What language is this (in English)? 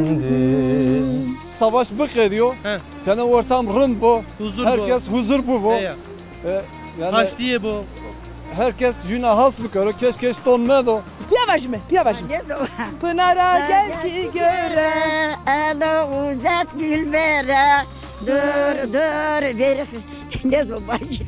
Zaza